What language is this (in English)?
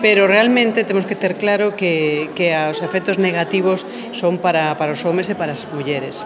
Galician